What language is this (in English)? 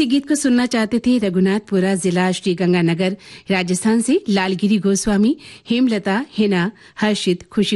Hindi